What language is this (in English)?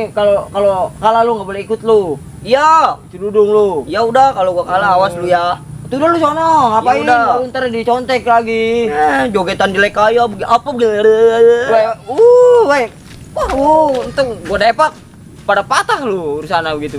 Betawi